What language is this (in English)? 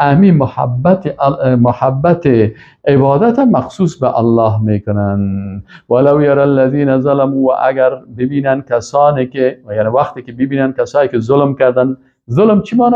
Persian